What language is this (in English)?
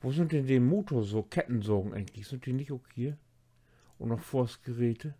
Low German